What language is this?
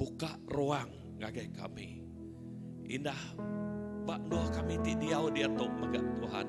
Iban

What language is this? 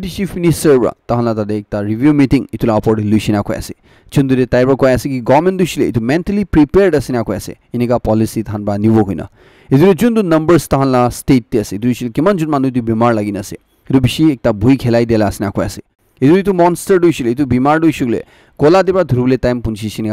Naga Pidgin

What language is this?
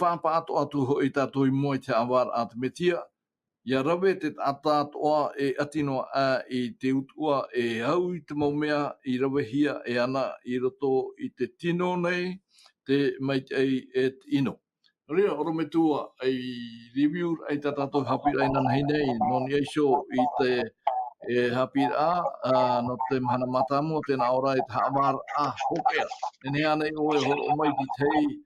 Tahitian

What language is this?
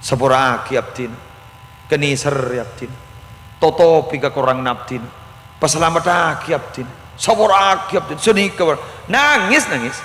Madurese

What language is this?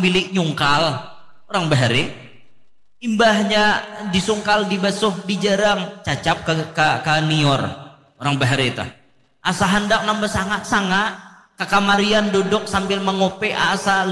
Banjar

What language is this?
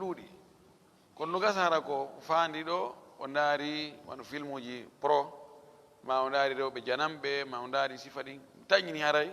Fula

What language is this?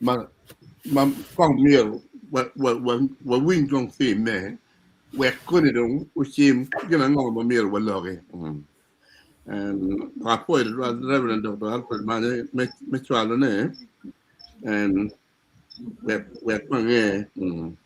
Acoli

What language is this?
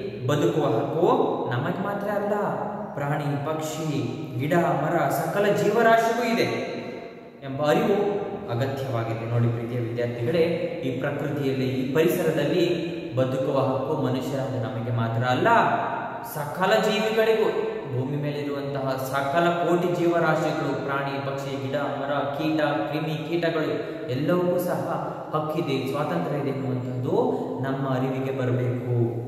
Kannada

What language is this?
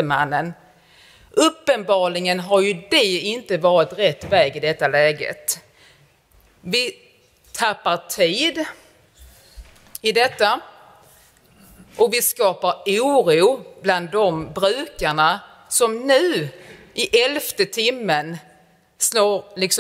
Swedish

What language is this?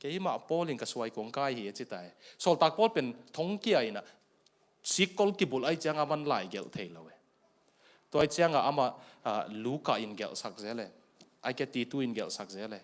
Tedim Chin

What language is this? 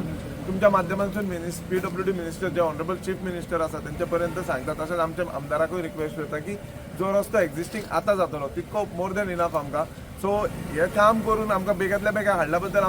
Konkani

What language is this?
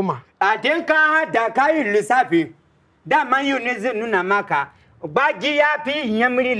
Hausa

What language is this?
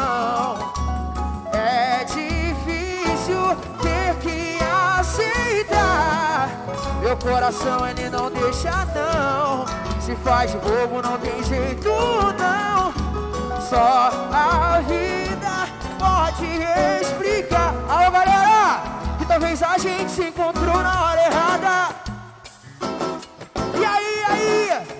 Portuguese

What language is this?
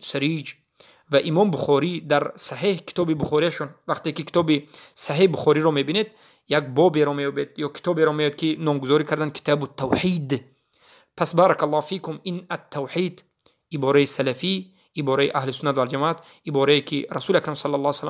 Tajik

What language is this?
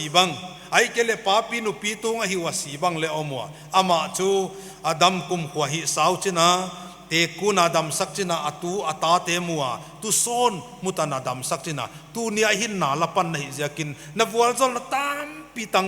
Paite Chin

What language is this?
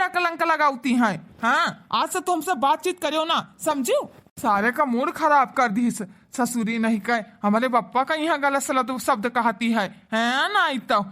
Awadhi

